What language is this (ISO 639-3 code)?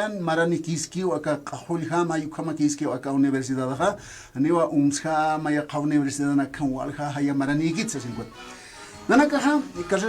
aym